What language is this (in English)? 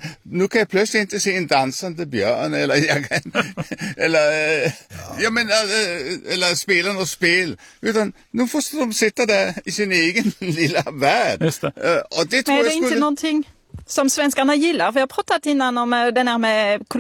Swedish